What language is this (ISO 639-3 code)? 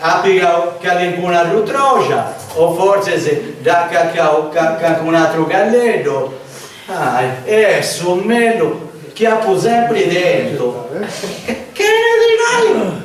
srd